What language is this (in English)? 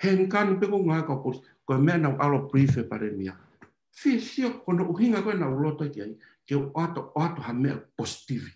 Tongan